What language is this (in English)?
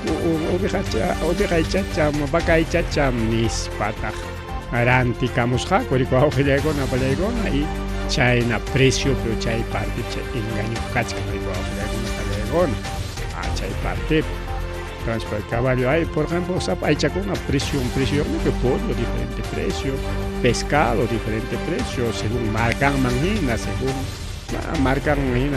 Ayacucho Quechua